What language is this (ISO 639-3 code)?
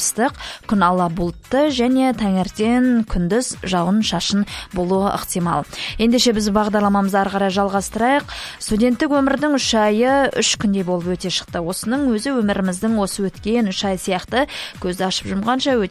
kaz